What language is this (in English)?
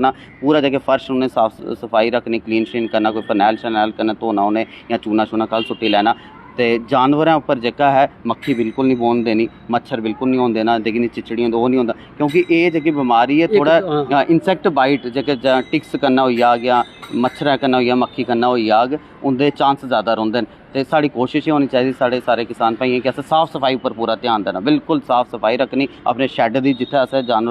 Dogri